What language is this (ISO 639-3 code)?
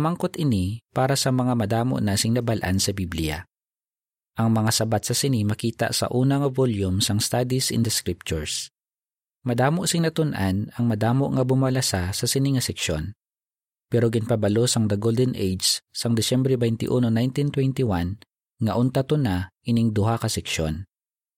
hil